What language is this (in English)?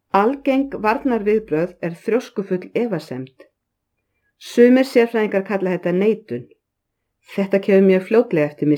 Icelandic